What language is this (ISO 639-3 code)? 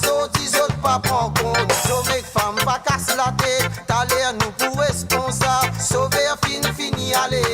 mfe